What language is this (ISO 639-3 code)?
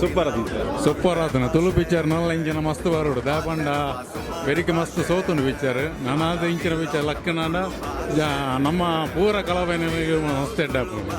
tcy